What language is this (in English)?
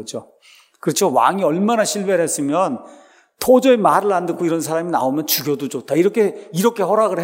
Korean